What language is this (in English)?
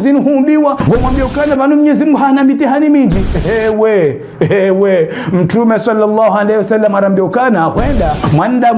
Ngazidja Comorian